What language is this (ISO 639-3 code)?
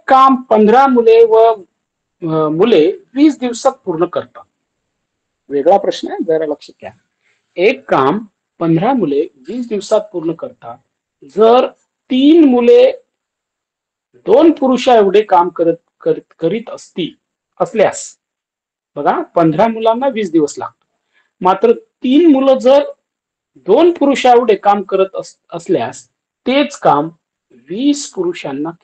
mar